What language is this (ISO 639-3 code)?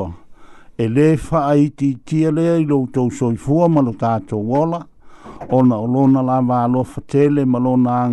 smo